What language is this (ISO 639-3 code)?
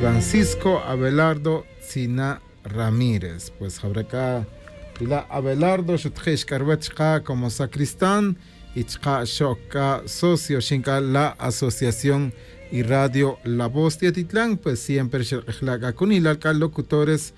tzj